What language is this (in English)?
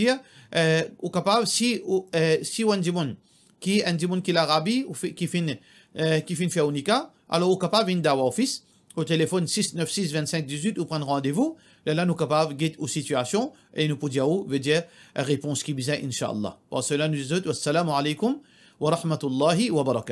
Morisyen